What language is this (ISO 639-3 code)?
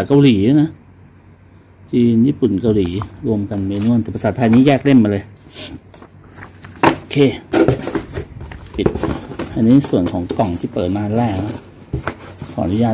tha